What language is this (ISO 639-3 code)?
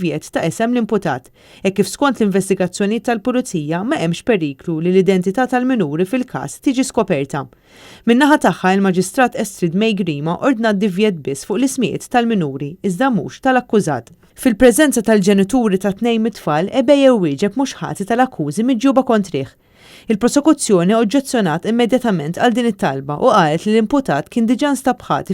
mlt